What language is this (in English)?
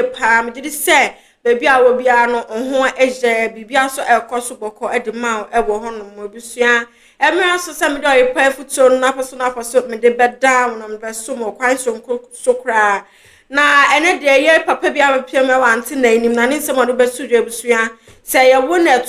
Akan